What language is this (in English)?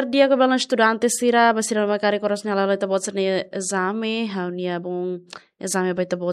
Tetum